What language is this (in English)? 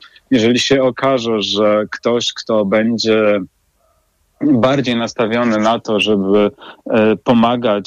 Polish